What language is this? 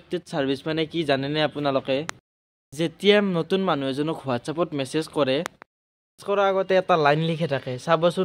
Assamese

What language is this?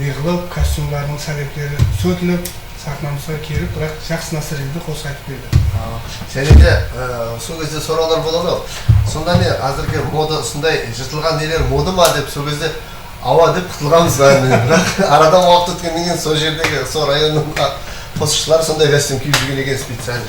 Kara-Kalpak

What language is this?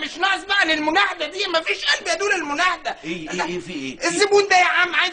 Egyptian Arabic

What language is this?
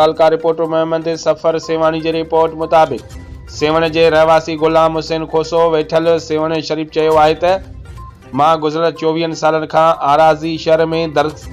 Sindhi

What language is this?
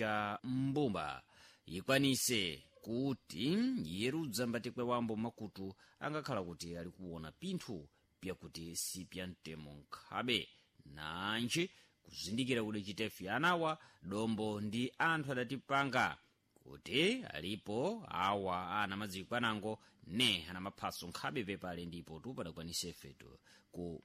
Sena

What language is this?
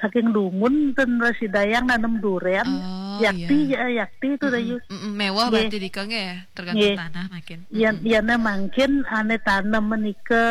Balinese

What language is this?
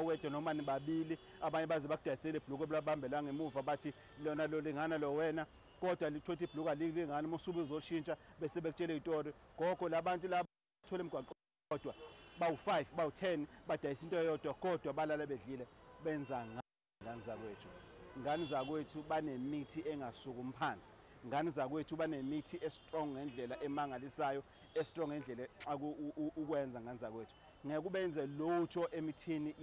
Zulu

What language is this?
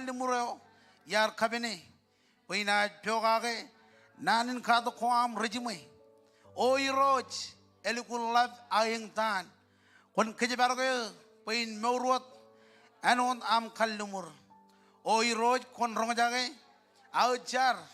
Marshallese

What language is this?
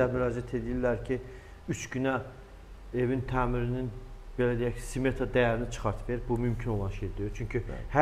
Azerbaijani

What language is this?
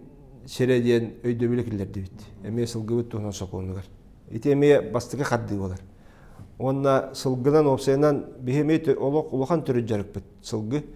Yakut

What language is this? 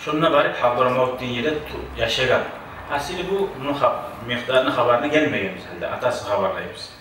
Kumyk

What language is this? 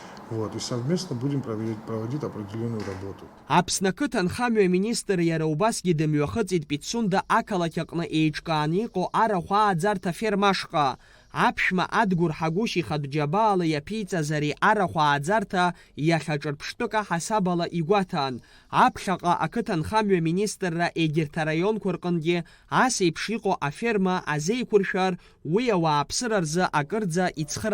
Abkhazian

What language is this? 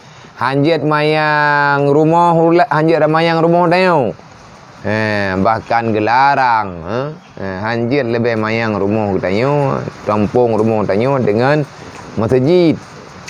Achinese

